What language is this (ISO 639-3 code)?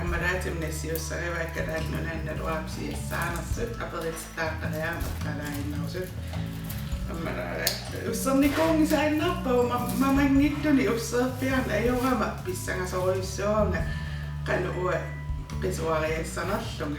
kal